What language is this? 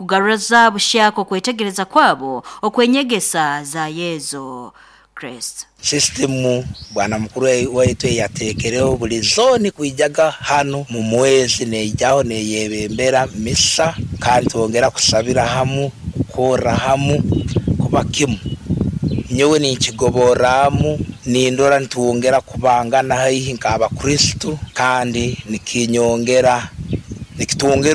Nyoro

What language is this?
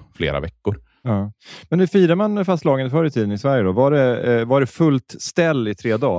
Swedish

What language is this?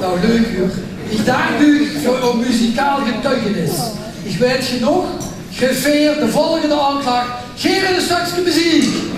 Limburgish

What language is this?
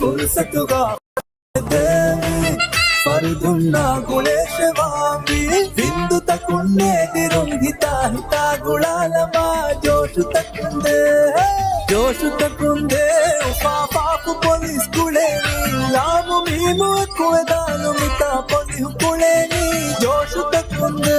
Divehi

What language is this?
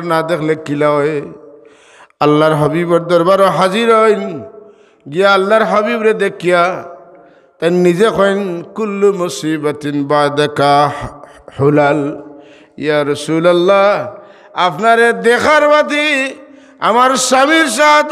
Sylheti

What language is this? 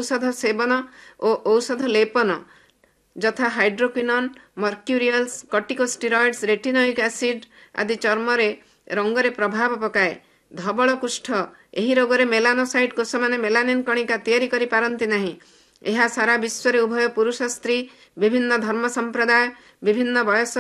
Odia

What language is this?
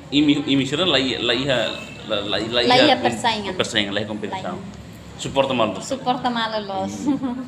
Tetum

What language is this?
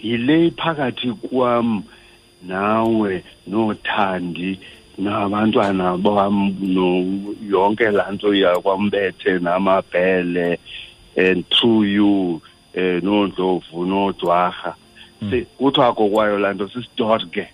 Xhosa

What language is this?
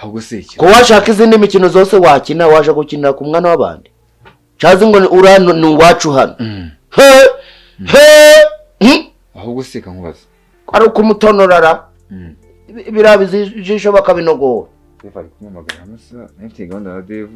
Kinyarwanda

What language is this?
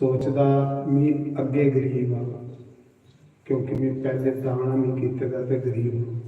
Dogri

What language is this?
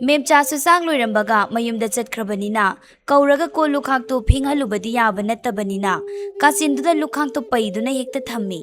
Manipuri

